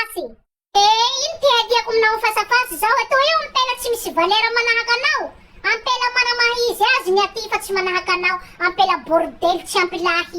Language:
Malagasy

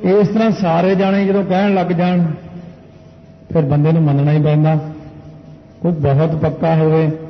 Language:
Punjabi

